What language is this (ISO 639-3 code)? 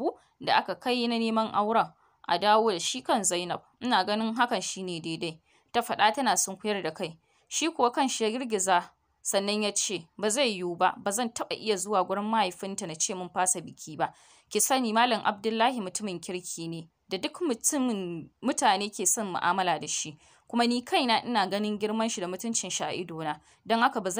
hau